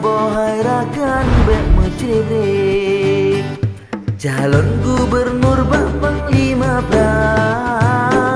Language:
Achinese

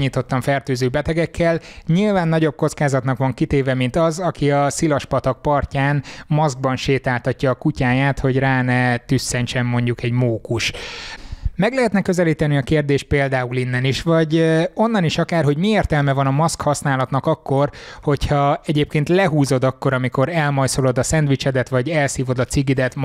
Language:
Hungarian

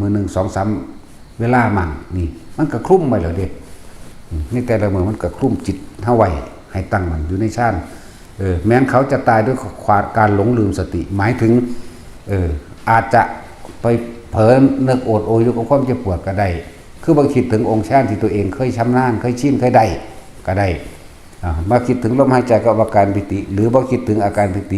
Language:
Northeastern Thai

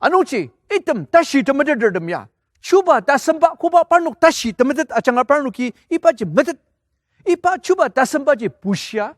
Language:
Ao Naga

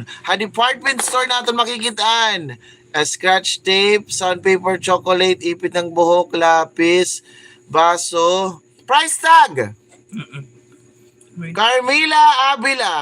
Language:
Waray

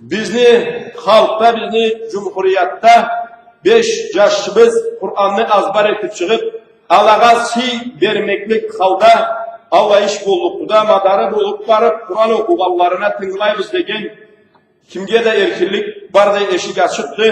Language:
Karachay-Balkar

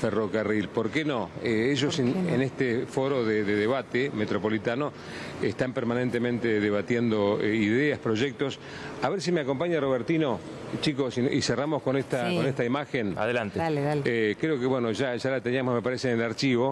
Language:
Spanish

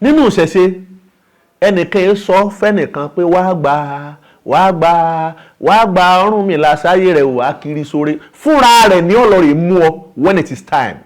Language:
Yoruba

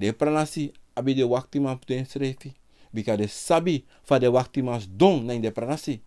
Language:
Sranan Tongo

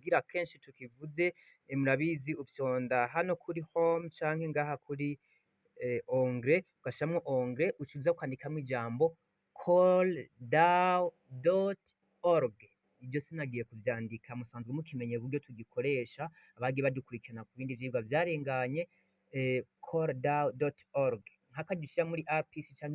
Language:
Rundi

